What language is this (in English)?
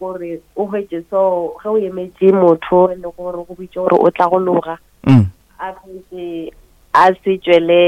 Northern Sotho